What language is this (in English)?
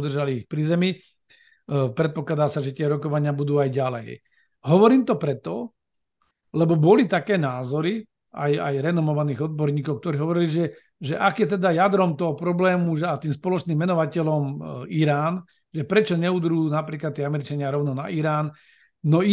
Slovak